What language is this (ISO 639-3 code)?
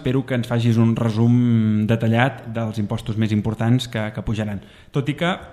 cat